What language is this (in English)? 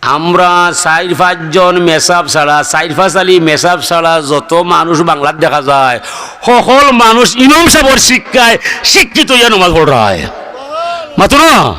Sylheti